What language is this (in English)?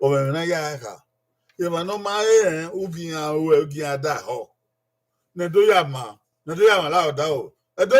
Bini